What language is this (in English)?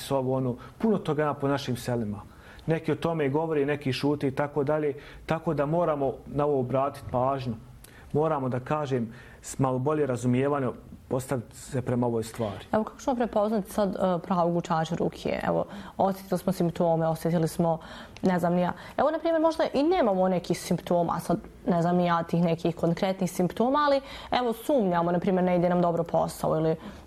Bosnian